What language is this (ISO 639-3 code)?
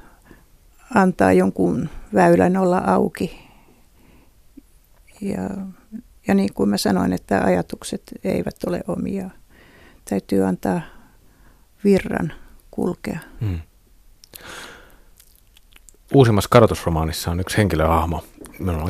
fin